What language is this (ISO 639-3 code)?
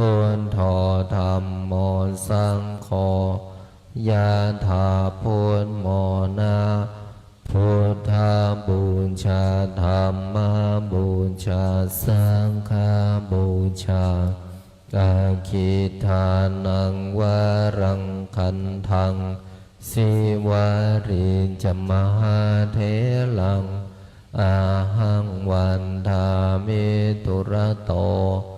pli